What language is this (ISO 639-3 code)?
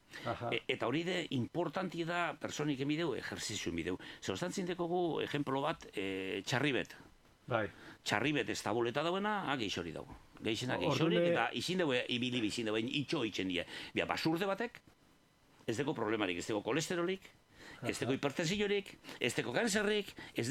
eus